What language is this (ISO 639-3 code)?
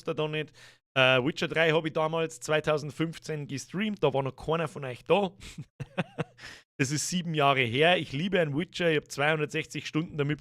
bar